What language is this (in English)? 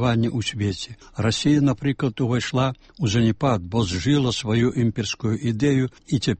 Belarusian